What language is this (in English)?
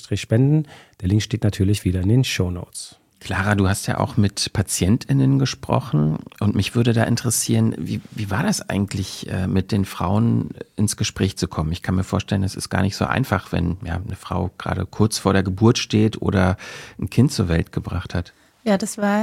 German